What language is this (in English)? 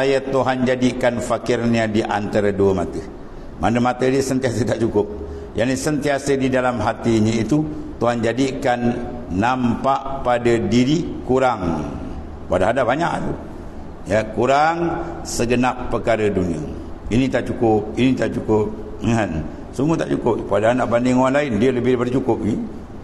Malay